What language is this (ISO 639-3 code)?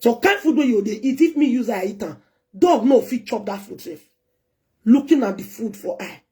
pcm